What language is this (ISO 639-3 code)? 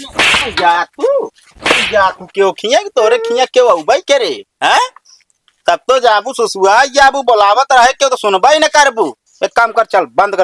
awa